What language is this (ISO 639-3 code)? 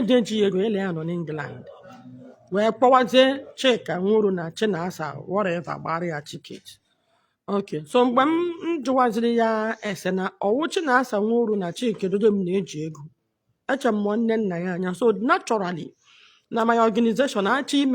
ibo